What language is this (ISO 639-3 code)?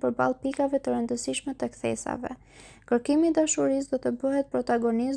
sqi